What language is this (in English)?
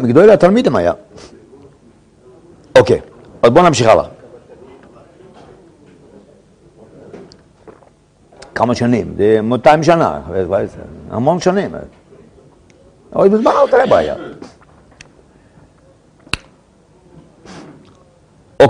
Hebrew